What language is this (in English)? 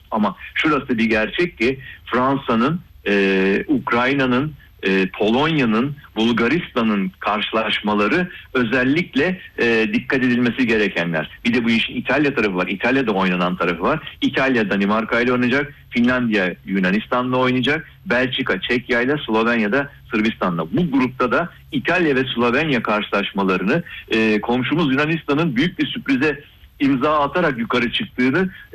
Turkish